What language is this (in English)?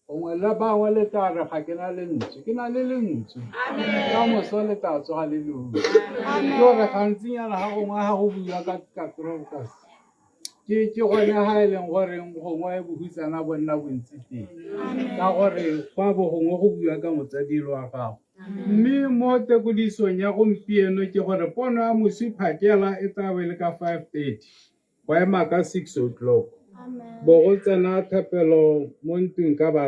Tswana